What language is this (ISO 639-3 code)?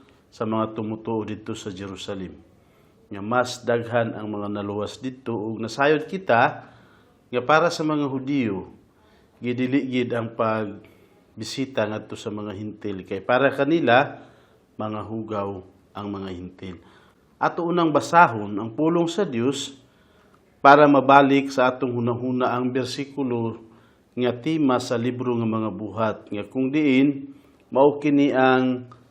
ceb